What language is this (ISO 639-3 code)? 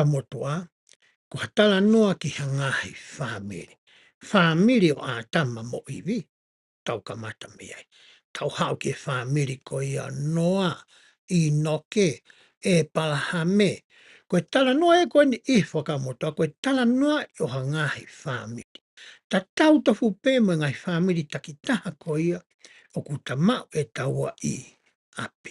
ton